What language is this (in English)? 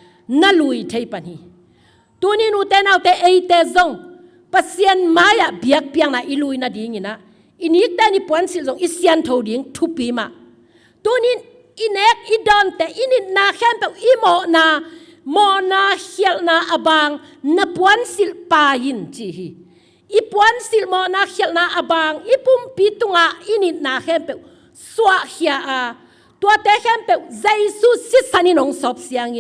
Tedim Chin